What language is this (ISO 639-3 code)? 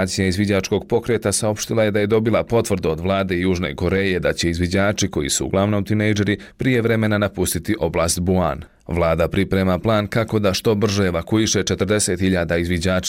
bos